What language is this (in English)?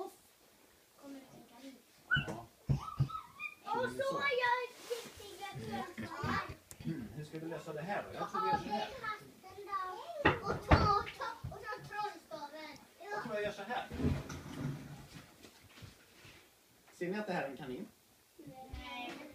Swedish